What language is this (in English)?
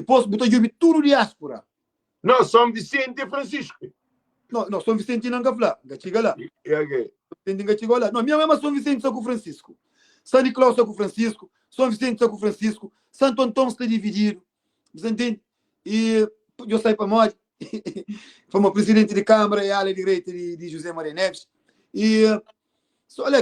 Kabuverdianu